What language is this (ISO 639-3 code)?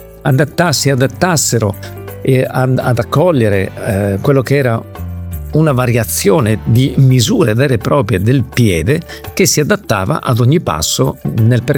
ita